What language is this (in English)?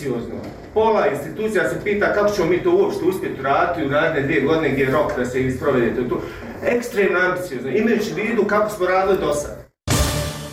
Bosnian